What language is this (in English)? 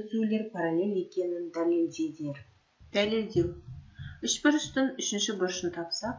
Kazakh